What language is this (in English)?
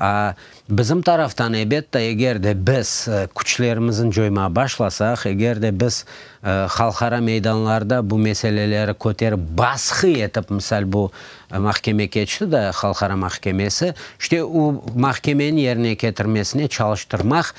Crimean Tatar